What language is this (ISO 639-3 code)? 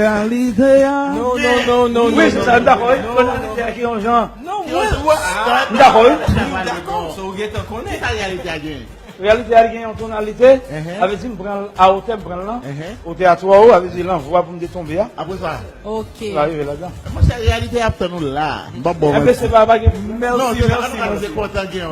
hat